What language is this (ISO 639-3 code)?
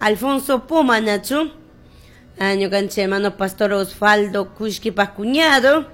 qug